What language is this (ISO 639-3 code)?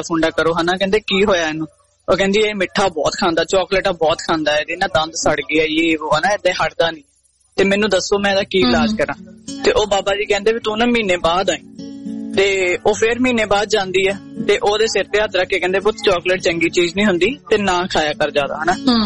pan